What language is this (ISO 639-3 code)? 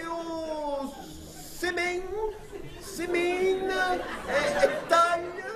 scn